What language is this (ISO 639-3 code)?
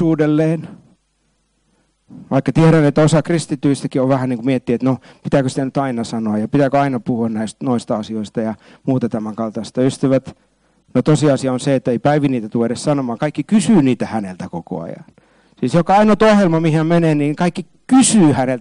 fin